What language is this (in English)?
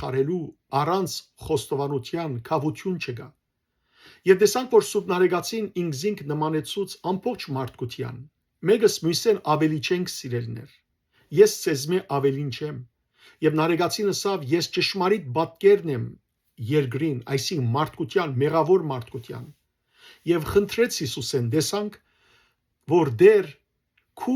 Western Armenian